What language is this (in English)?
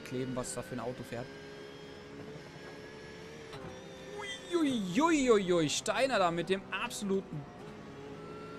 German